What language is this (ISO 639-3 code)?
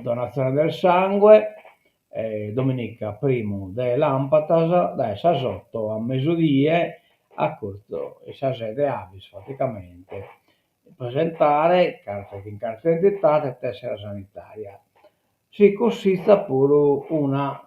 srd